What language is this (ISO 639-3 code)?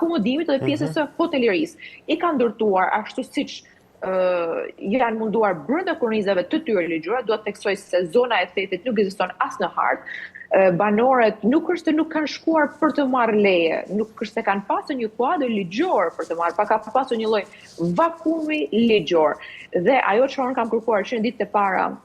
sqi